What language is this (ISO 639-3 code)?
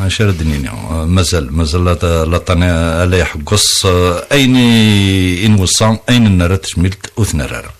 kab